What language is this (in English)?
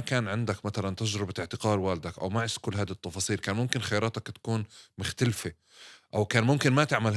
North Levantine Arabic